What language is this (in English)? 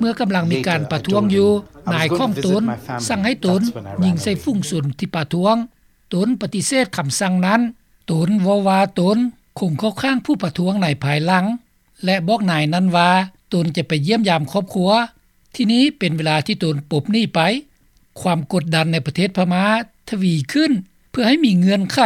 Lao